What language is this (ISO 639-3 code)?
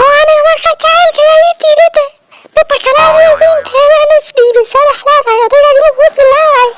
som